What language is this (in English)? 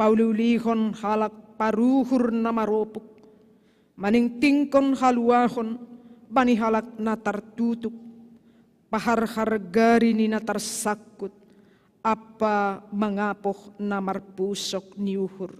Batak Simalungun